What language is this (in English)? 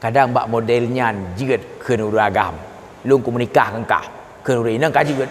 Achinese